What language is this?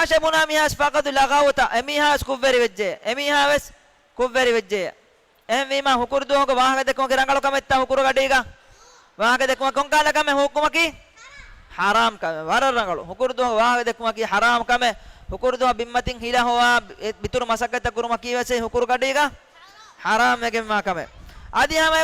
Divehi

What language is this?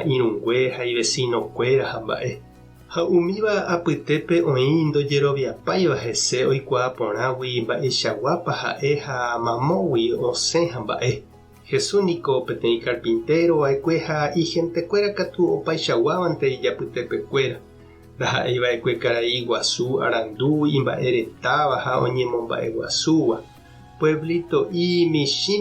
Guarani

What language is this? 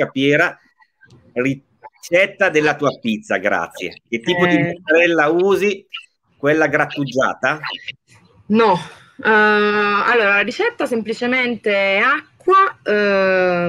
Italian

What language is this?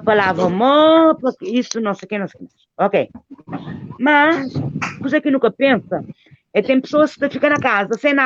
Kabuverdianu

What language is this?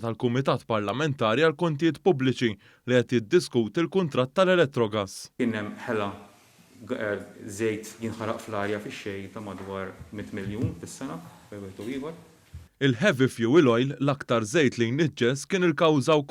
Maltese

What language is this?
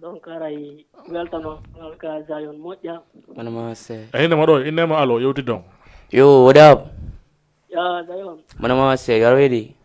Fula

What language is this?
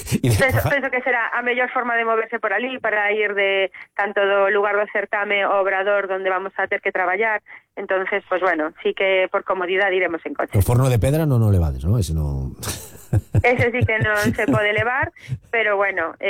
Galician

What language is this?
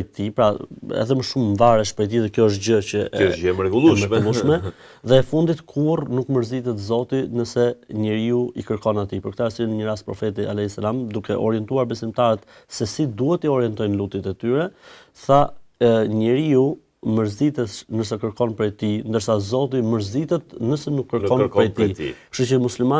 Albanian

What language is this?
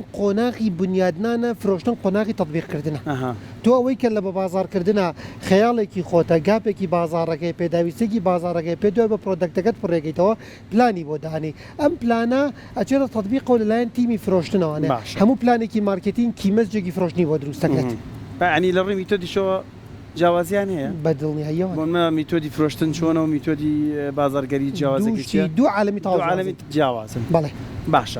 Central Kurdish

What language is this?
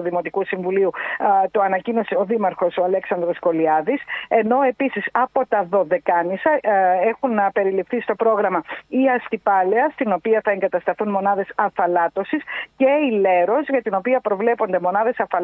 Greek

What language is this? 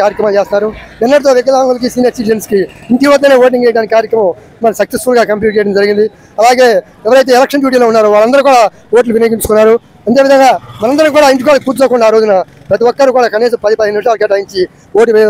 Telugu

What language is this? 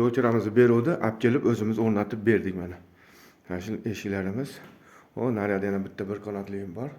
Uzbek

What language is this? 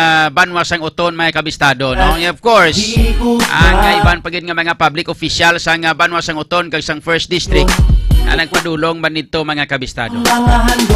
Hiligaynon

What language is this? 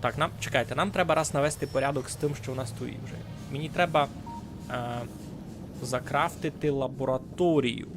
Rusyn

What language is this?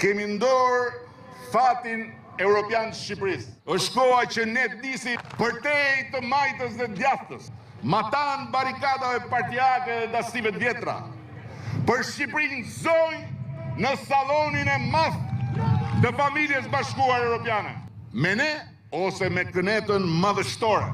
Albanian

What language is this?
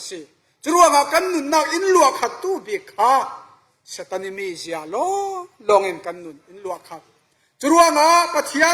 Falam Chin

